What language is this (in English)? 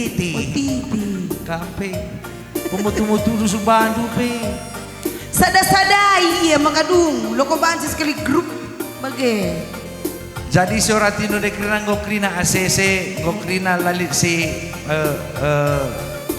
Batak Karo